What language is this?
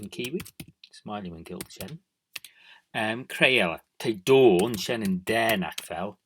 Manx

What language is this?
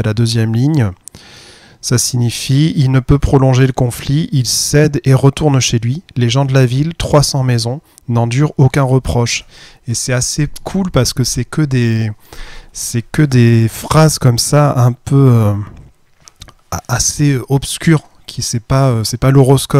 French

